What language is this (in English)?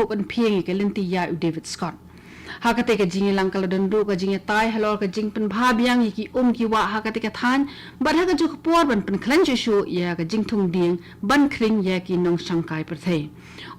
Khasi